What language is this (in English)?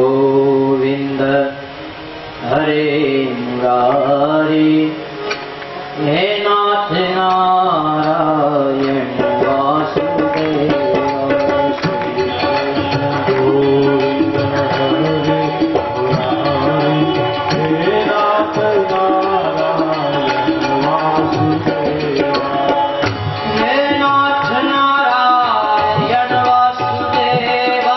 Gujarati